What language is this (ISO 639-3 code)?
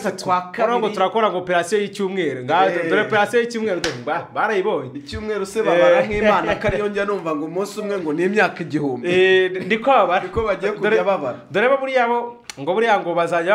kin